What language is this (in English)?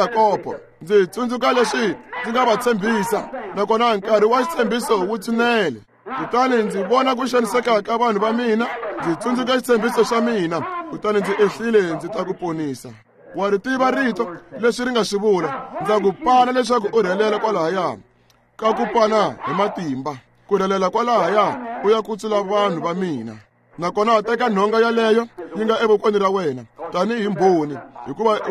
Tsonga